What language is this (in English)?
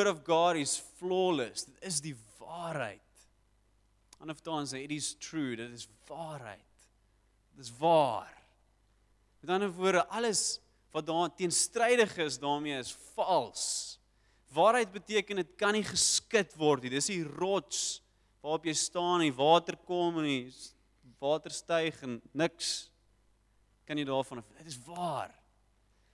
Afrikaans